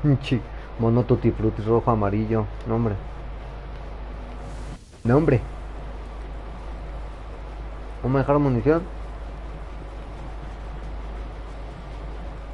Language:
Spanish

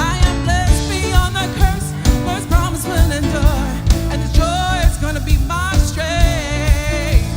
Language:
Samoan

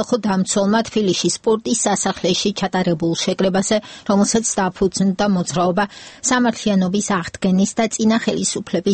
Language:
Georgian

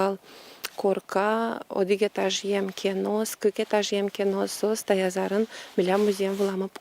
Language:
Udmurt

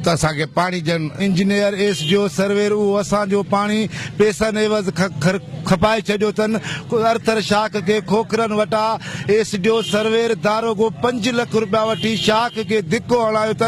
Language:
Sindhi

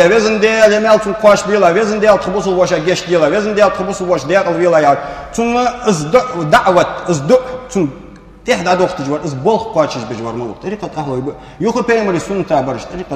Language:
Ingush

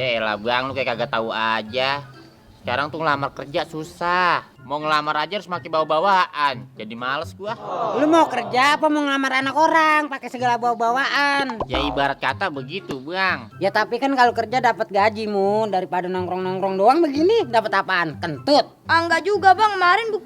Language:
Betawi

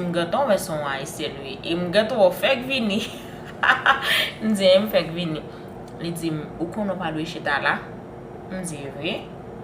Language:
Haitian Creole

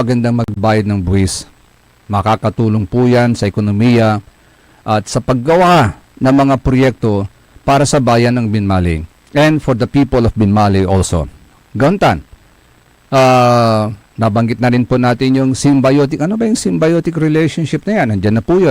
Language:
Pangasinan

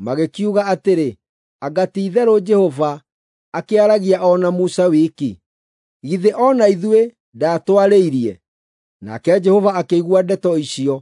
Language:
Kikuyu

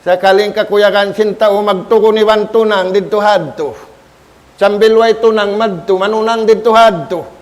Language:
Tausug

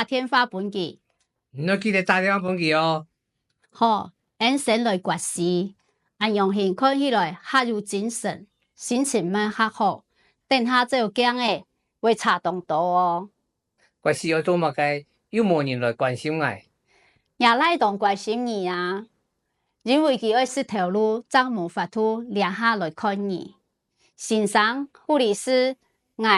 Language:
Hakka Chinese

